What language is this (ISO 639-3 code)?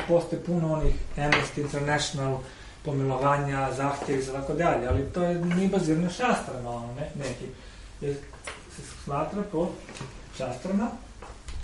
hrv